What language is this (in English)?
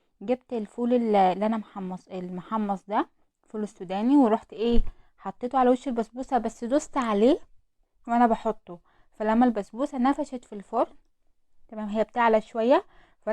Egyptian Arabic